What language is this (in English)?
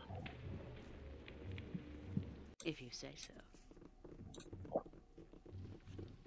Czech